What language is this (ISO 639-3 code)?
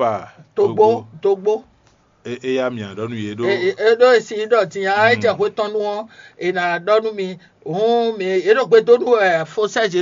fon